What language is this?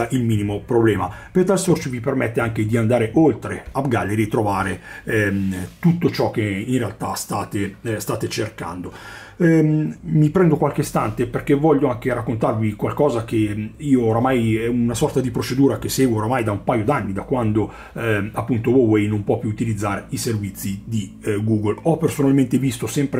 Italian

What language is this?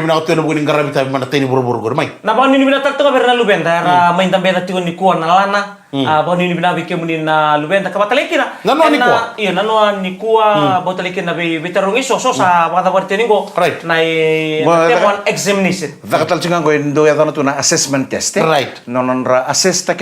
Fijian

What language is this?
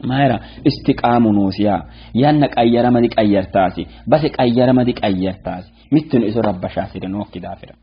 Sidamo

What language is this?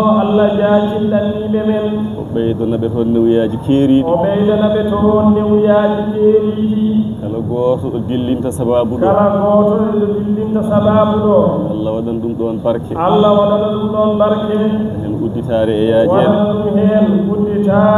Fula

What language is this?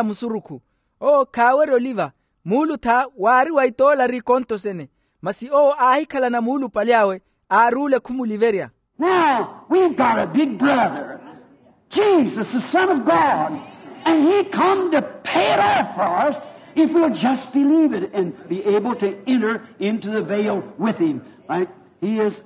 Makhuwa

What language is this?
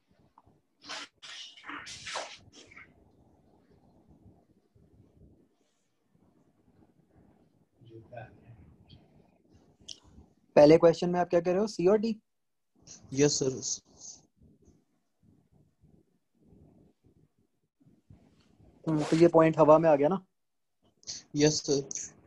Hindi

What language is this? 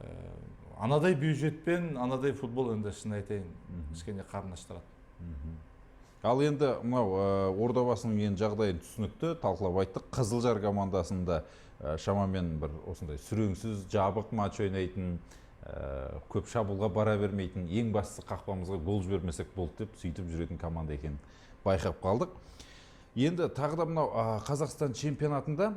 Kazakh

